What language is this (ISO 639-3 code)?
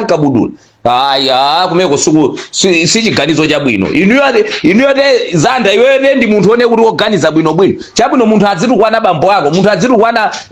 nya